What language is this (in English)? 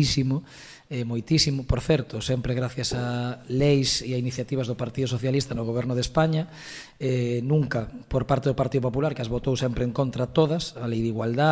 Galician